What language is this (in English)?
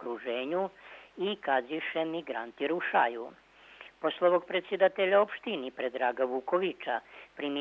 Rusyn